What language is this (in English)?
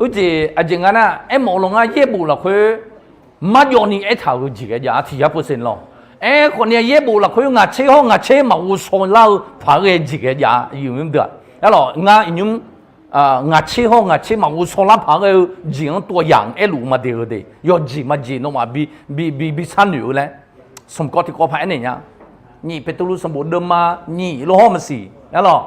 Akha